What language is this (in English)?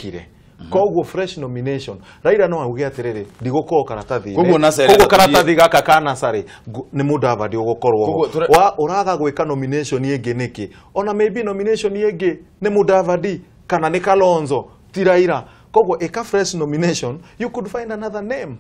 Kikuyu